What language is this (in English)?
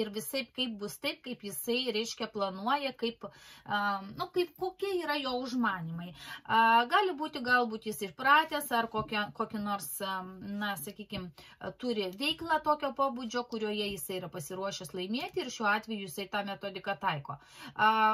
Lithuanian